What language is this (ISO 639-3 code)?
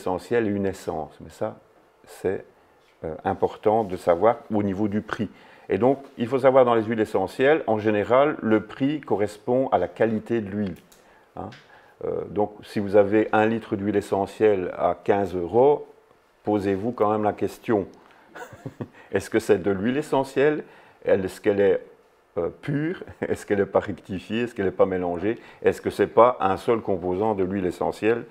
fra